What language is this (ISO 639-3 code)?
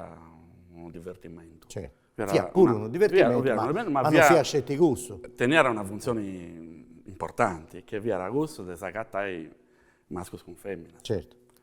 srd